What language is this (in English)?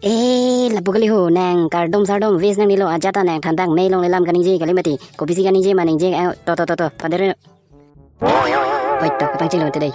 Karbi